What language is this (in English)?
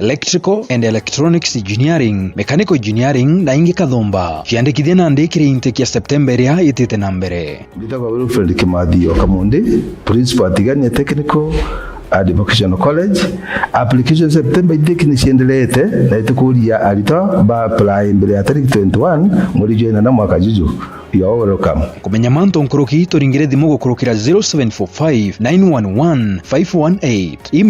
Meru